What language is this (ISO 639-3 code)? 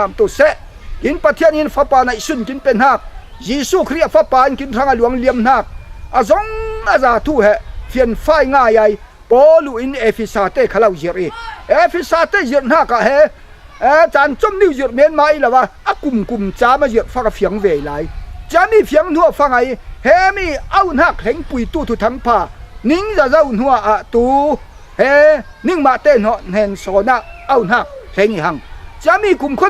cfm